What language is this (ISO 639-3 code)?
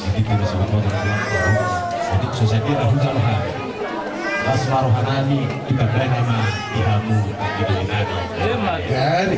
bbc